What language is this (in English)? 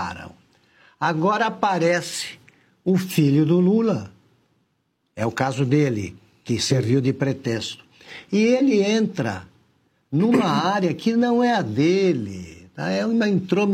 Portuguese